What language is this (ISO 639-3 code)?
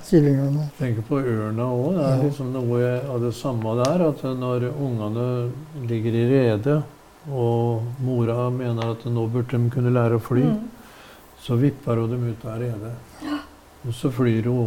nor